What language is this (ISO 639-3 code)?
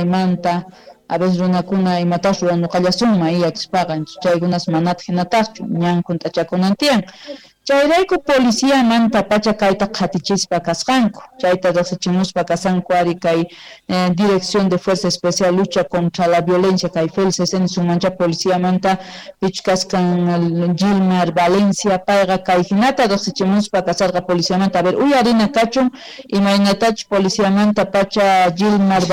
que